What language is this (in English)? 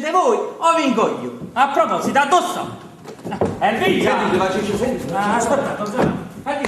Neapolitan